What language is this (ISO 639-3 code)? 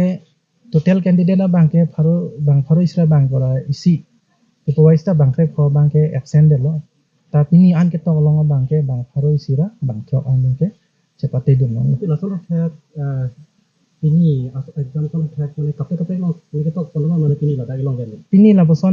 mjw